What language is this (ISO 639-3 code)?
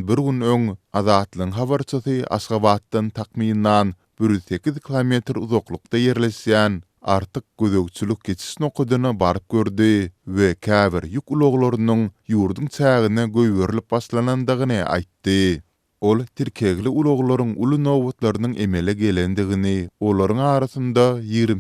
tuk